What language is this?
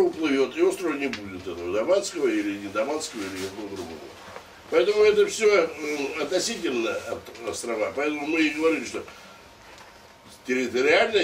Russian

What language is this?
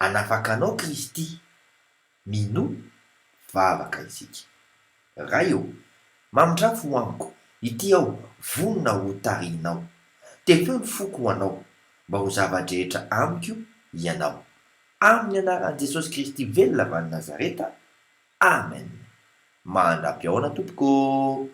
Malagasy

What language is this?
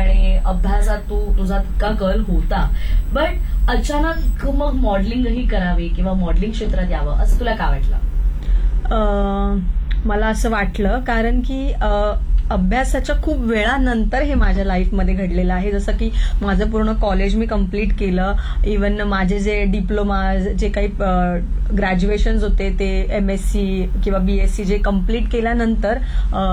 Marathi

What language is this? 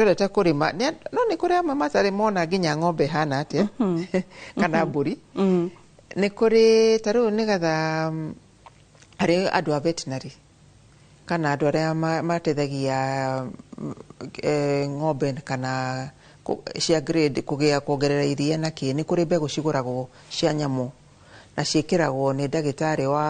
Kikuyu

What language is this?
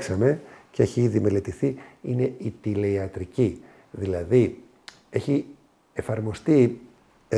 Greek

